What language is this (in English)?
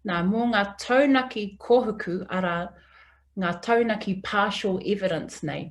Māori